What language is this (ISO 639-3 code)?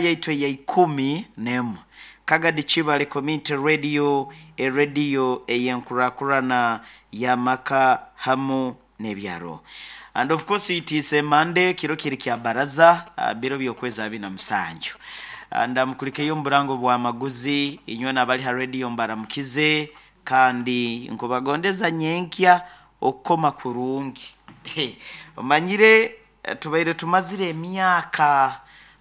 nyo